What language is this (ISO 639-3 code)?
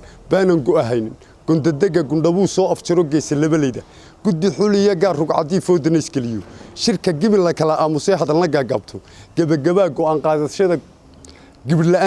som